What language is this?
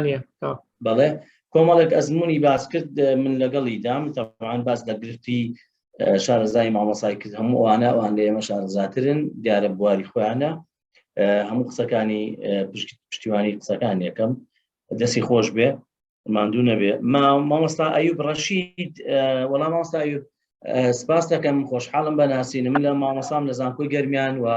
Central Kurdish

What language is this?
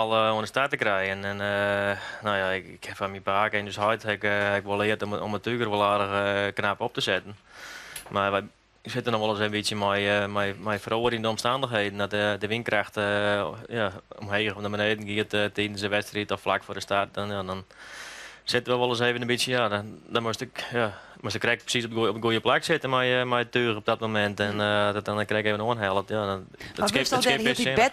Western Frisian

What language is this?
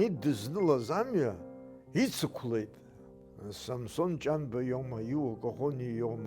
Abkhazian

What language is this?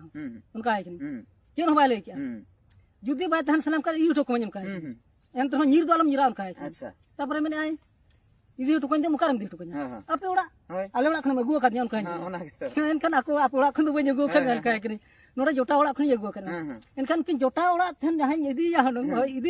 Santali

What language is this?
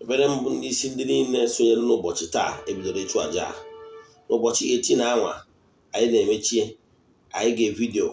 Igbo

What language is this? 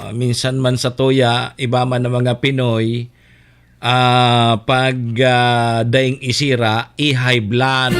Bikol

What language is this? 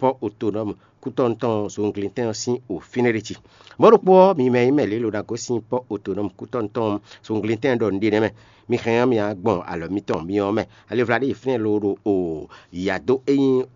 Fon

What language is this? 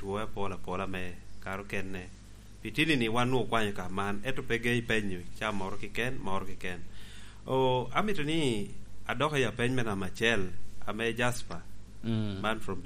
Lango (Uganda)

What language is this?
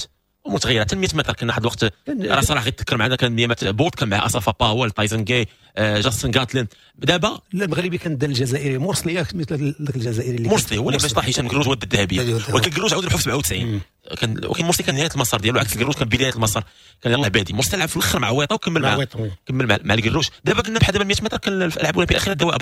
Moroccan Arabic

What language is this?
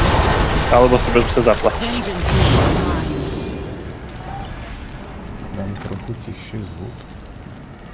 Slovak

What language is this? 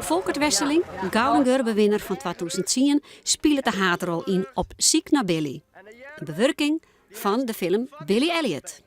Western Frisian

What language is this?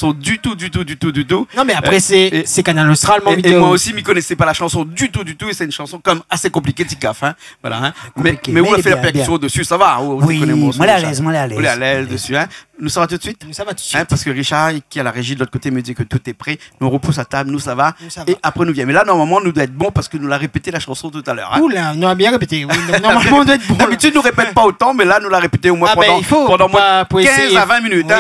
Réunion Creole French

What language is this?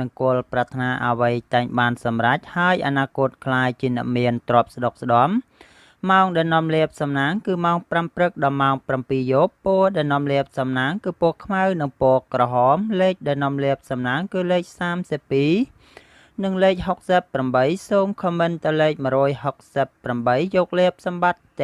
Khmer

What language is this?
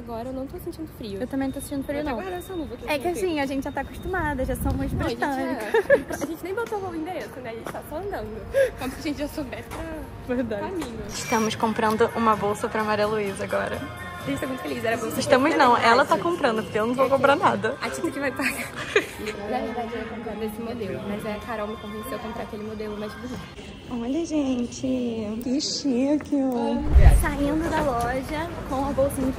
Portuguese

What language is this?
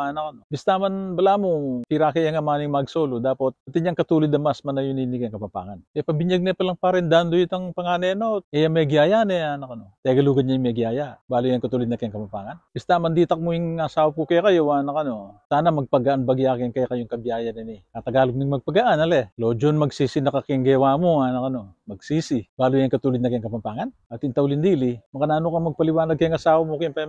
Pampanga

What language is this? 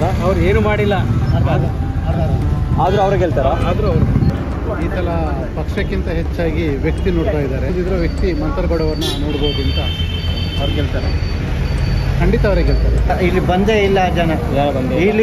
Kannada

